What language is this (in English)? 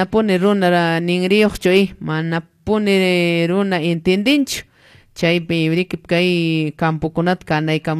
Quechua